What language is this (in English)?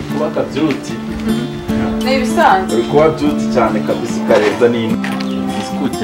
Kinyarwanda